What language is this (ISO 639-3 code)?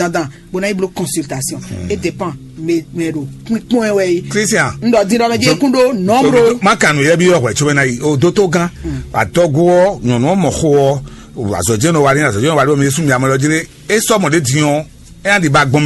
fon